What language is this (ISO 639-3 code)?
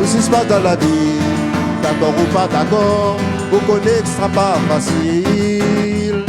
rcf